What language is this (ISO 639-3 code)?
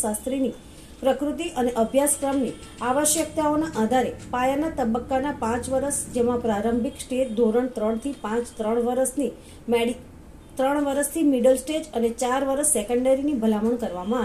guj